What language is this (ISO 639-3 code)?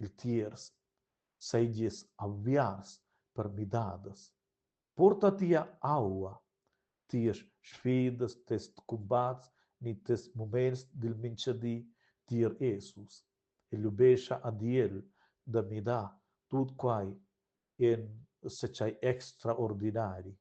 roh